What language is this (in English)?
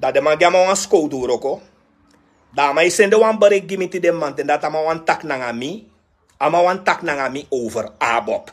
Sranan Tongo